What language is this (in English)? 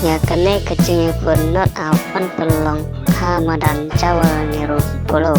Khasi